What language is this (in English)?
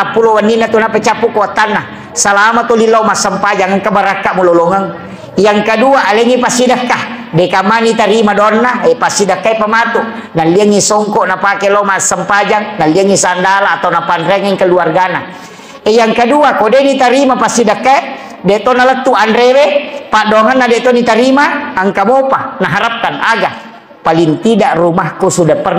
Buginese